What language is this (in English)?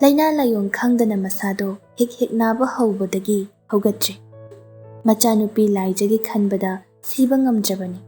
Manipuri